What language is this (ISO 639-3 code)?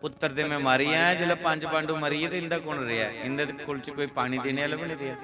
doi